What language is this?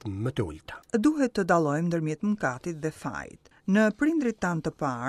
Albanian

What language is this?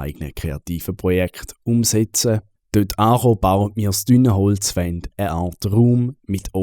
Swiss German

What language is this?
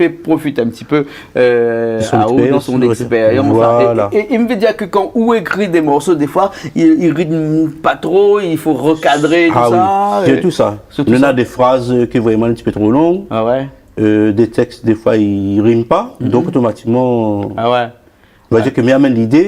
Réunion Creole French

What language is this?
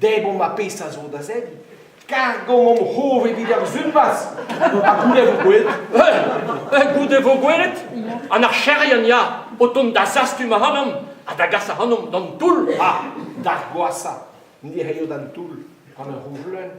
Breton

